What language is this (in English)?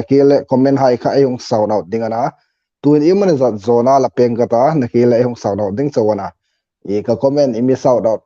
Hmar